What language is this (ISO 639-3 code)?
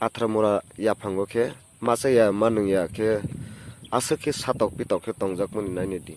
ria